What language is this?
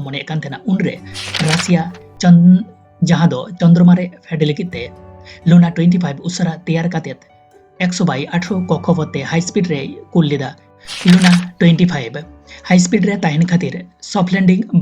Santali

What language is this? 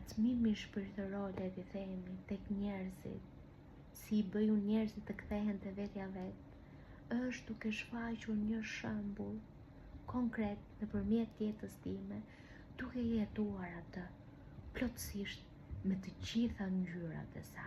Albanian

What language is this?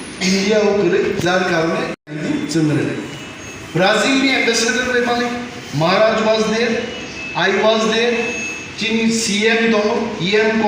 Kok Borok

